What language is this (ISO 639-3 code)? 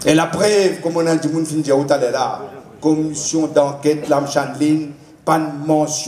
mfe